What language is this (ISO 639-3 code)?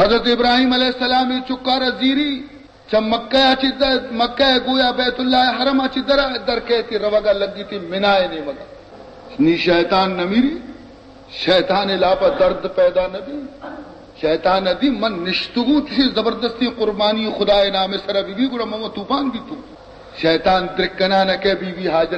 bal